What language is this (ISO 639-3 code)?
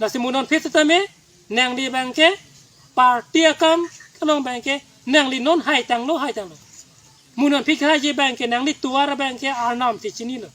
mjw